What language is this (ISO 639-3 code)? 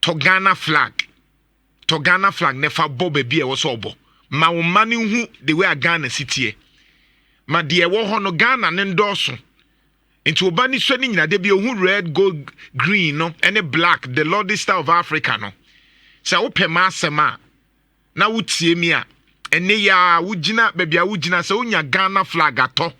aka